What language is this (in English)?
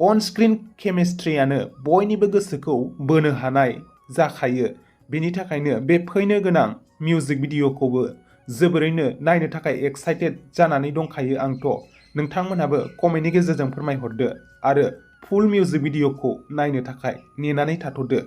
Bodo